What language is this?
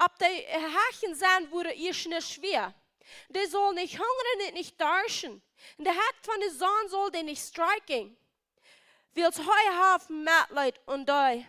Plautdietsch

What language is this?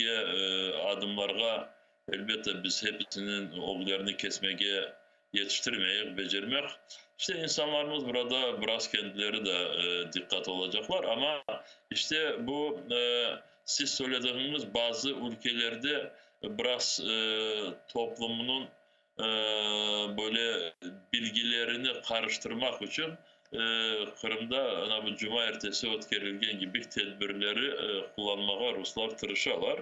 Crimean Tatar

